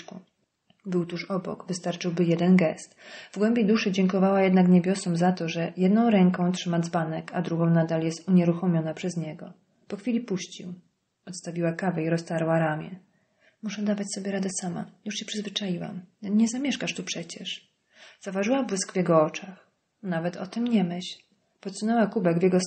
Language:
Polish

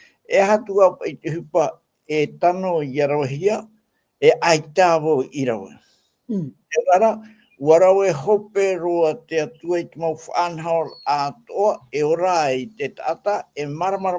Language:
Tahitian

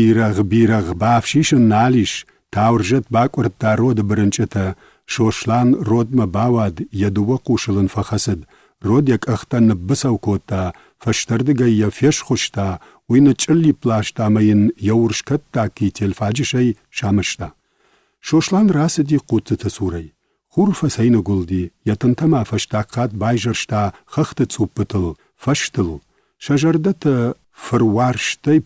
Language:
Ossetic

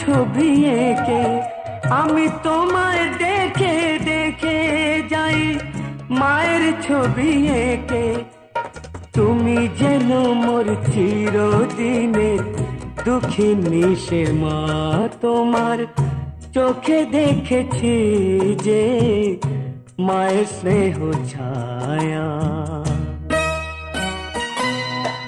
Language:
Bangla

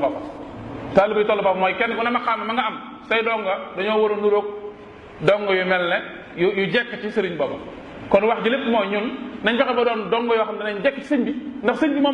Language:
Wolof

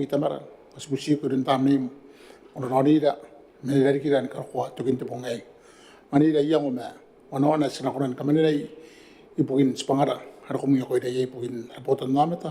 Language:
Gilbertese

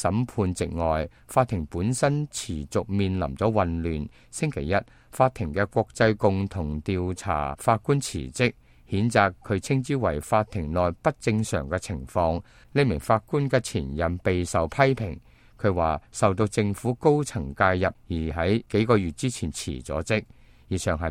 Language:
Cantonese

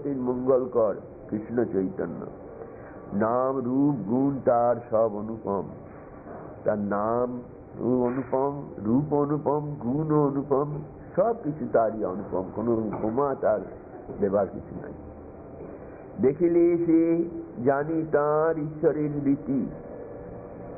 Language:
Bangla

